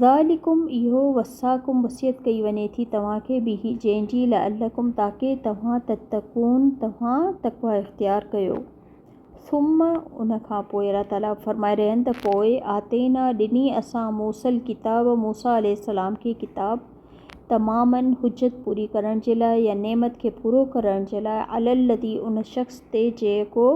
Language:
Sindhi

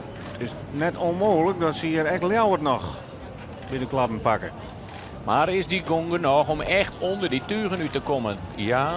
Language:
Western Frisian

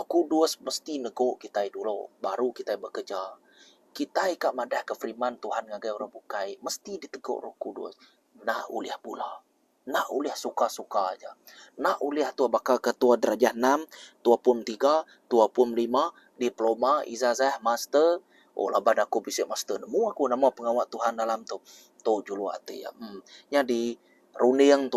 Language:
Iban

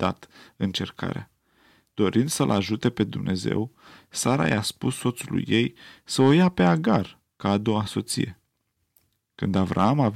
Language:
Romanian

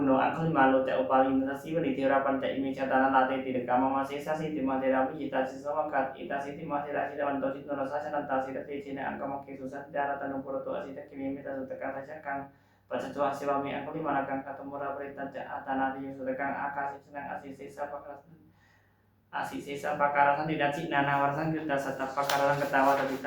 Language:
Pali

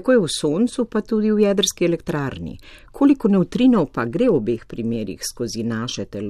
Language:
Slovenian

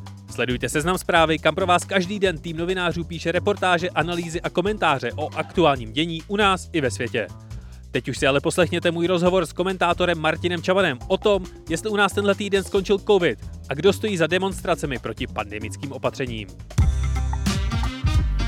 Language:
Czech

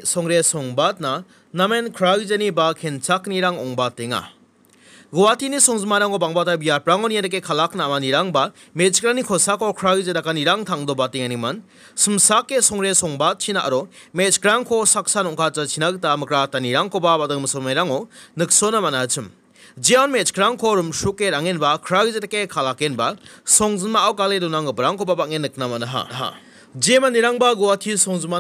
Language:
Garo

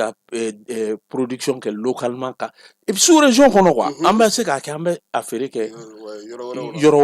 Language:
Bambara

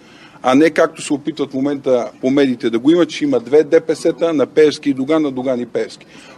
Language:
Bulgarian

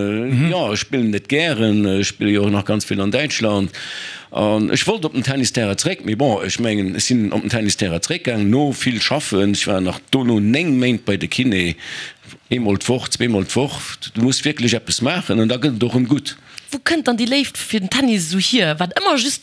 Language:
Luxembourgish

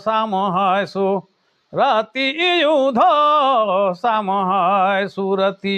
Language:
Sadri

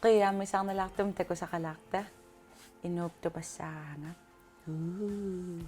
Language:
Kalaallisut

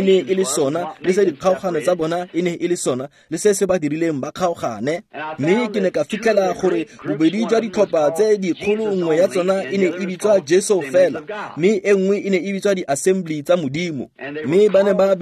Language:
Tswana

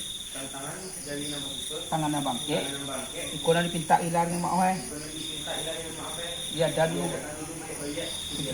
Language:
Minangkabau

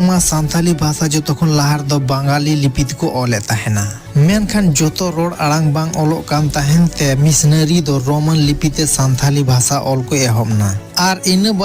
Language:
Santali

